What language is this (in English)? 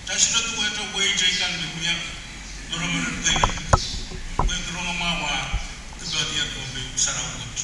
Pohnpeian